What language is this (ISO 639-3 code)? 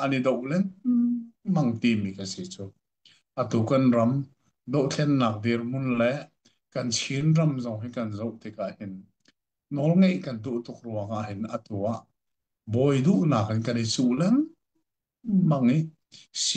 cnh